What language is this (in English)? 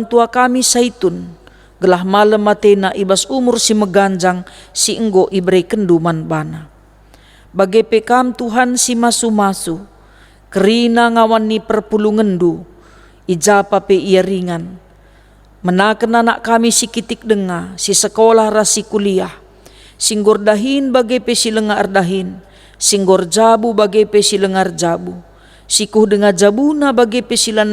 Batak Karo